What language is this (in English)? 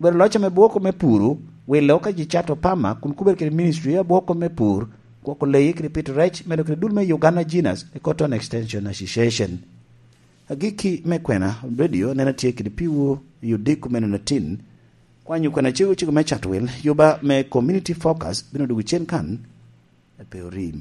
Lango (Uganda)